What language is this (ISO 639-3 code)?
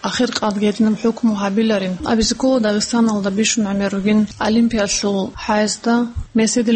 ava